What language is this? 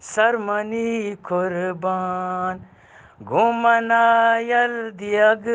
Eastern Balochi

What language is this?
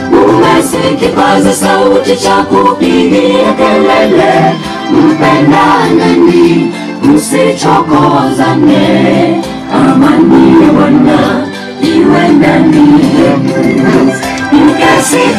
Swahili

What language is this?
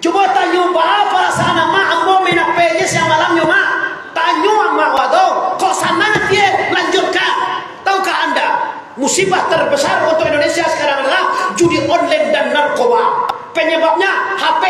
Minangkabau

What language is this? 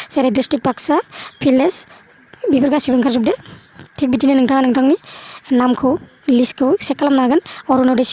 Bodo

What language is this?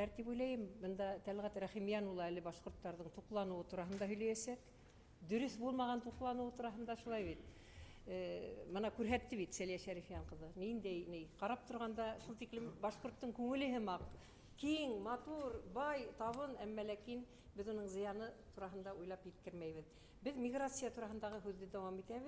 Bashkir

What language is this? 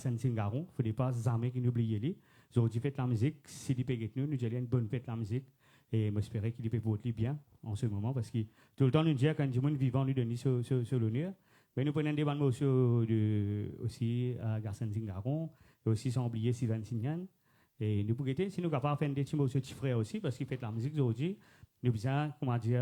Morisyen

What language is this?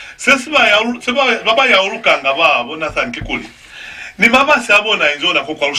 Lozi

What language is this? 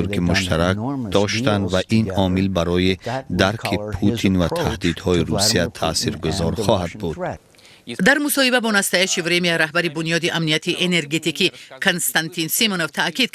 Tajik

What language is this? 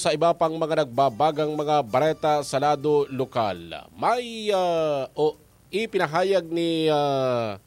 Bikol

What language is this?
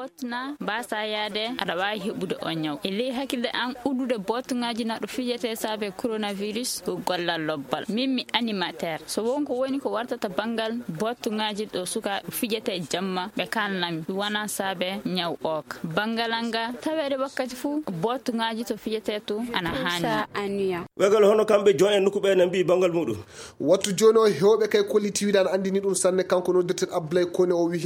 Fula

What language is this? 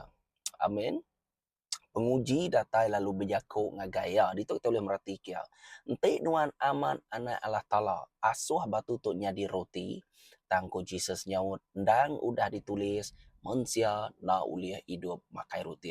Iban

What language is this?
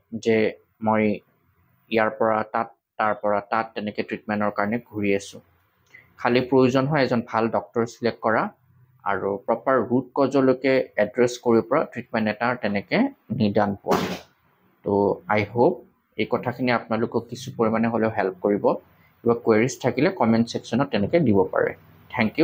Assamese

